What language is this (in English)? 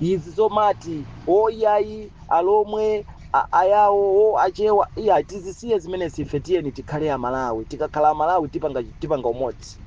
Nyanja